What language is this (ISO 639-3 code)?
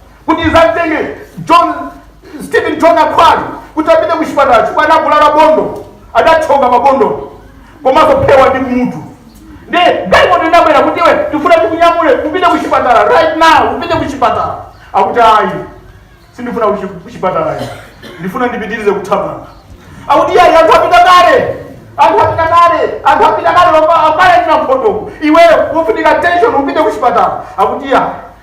nya